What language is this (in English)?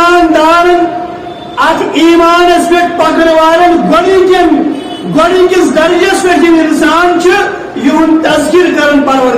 Kashmiri